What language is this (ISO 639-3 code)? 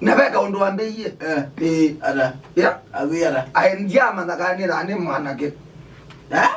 kam